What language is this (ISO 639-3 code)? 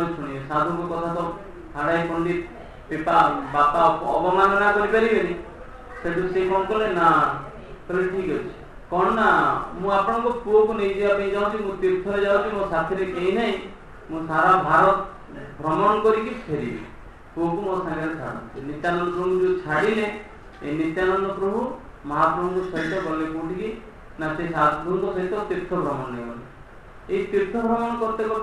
ori